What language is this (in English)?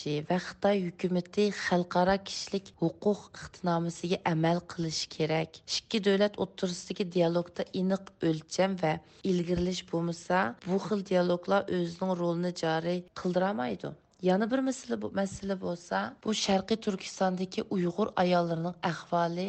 Uyghur